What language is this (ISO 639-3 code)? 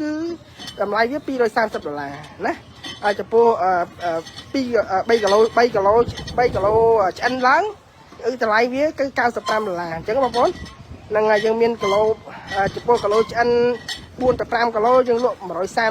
khm